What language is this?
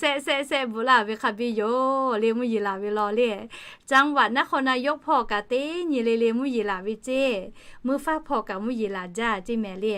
Lahu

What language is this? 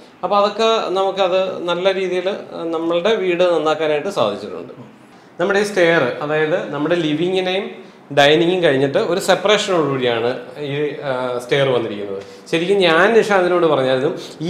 Malayalam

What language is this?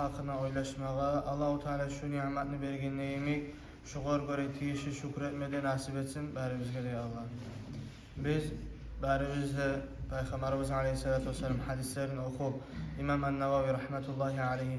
Kumyk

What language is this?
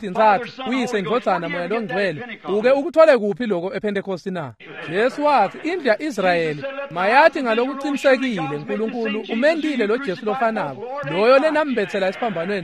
Swati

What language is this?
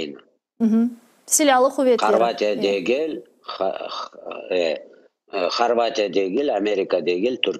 Crimean Tatar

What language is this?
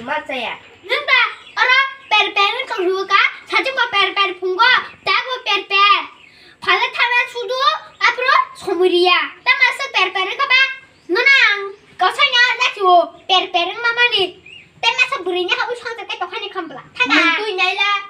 Kok Borok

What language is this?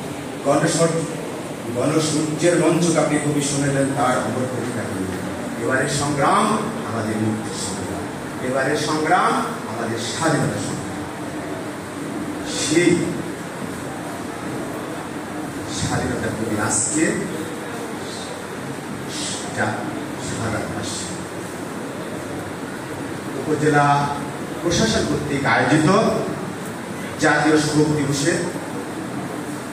Bangla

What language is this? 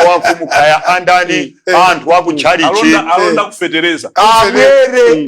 Nyanja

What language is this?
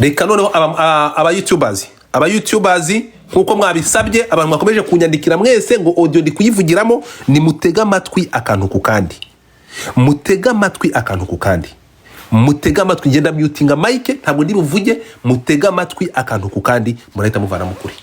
Kinyarwanda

